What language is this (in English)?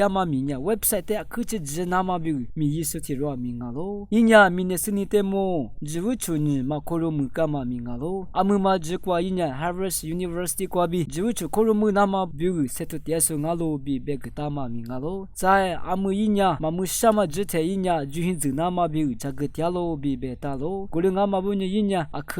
Lisu